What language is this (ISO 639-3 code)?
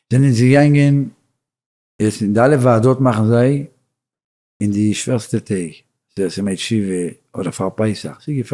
yid